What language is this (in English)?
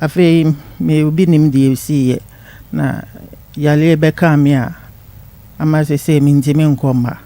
Akan